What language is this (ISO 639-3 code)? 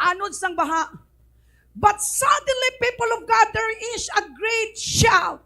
hil